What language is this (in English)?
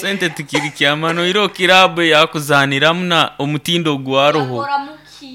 Nyoro